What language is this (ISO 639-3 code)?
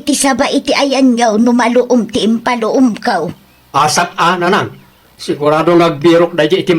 ilo